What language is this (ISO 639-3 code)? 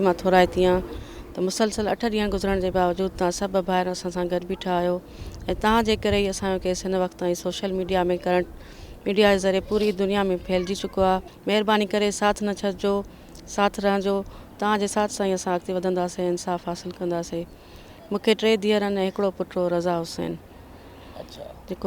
snd